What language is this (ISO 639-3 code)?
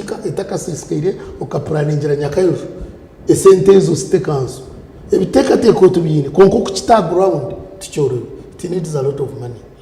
nyn